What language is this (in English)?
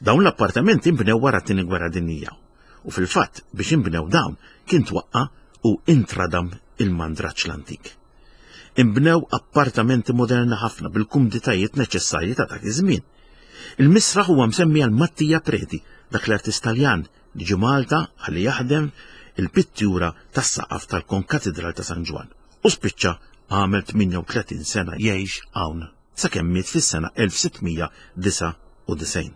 Maltese